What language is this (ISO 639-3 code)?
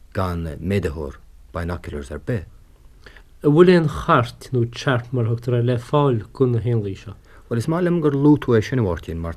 gle